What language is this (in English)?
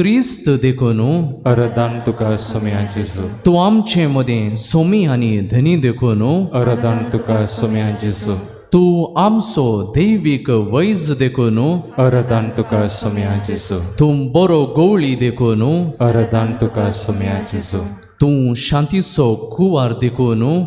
Konkani